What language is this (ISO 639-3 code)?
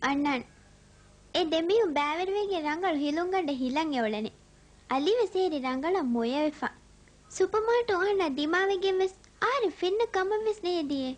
div